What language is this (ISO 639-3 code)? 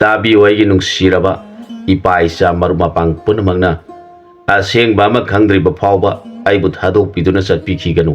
mni